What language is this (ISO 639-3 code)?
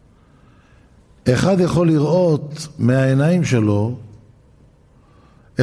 heb